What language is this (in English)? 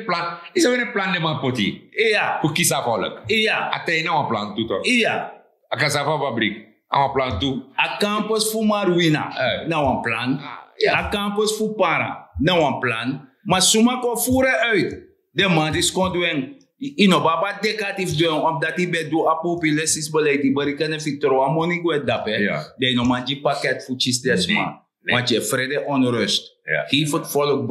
Sranan Tongo